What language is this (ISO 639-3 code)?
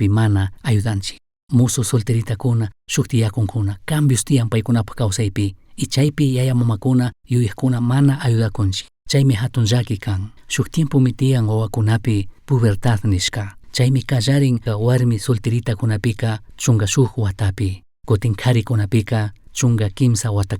qug